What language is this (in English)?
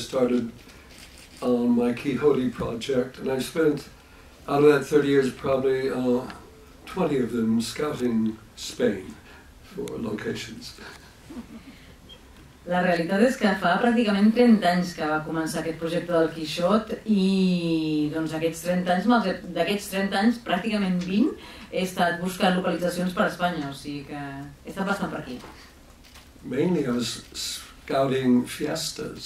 Catalan